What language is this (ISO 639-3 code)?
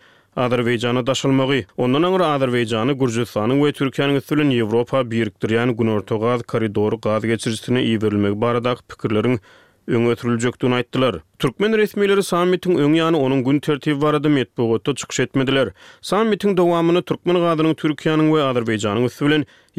tuk